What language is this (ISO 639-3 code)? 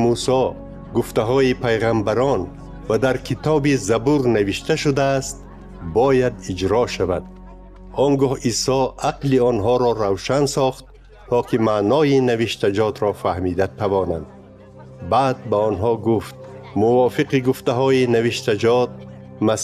tgk